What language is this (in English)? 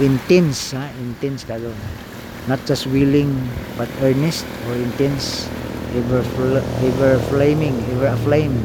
Cebuano